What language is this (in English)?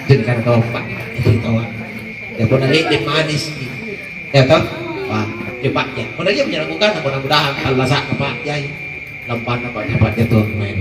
Makasar